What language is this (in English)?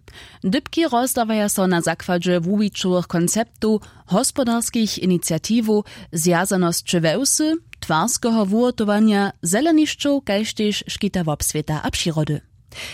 Upper Sorbian